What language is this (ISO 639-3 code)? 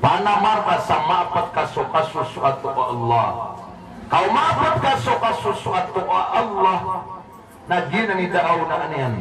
mrw